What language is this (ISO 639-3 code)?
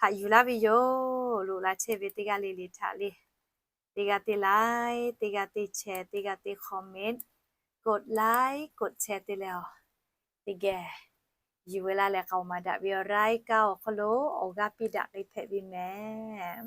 lhu